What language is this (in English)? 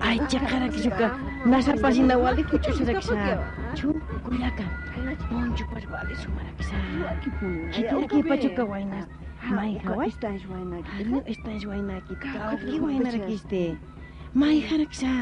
Aymara